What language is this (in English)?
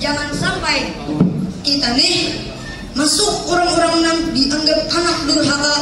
Banjar